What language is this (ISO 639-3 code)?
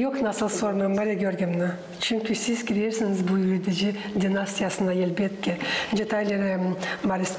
gag